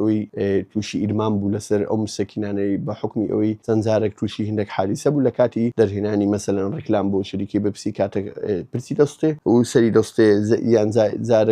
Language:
Central Kurdish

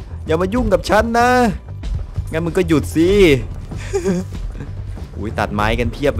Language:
Thai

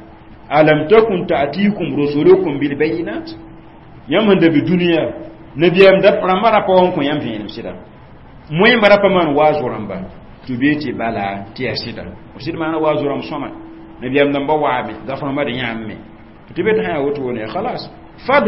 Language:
Mossi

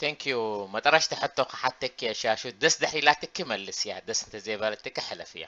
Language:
Tigrinya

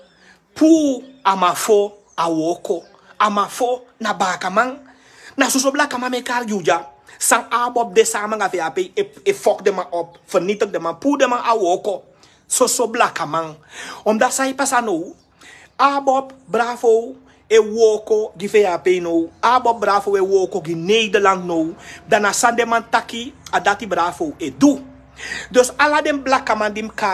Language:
Sranan Tongo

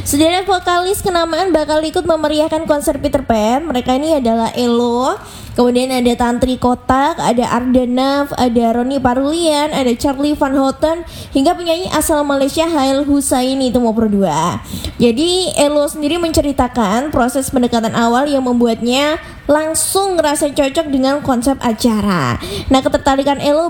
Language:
Indonesian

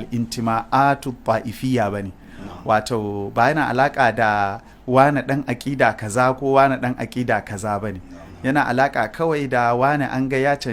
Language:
Hausa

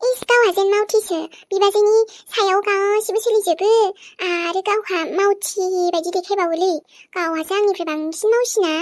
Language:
Bodo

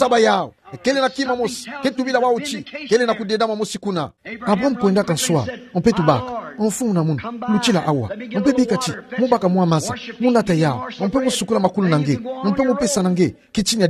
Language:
Kituba (Democratic Republic of Congo)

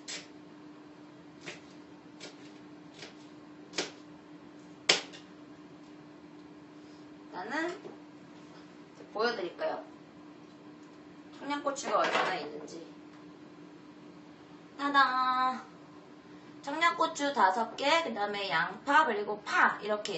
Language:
Korean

